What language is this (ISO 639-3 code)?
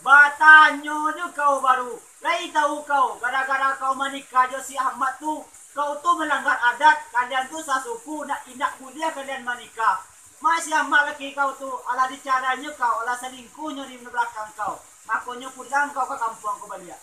min